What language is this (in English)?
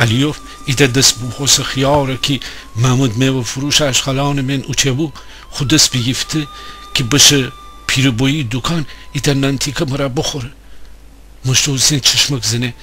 Gilaki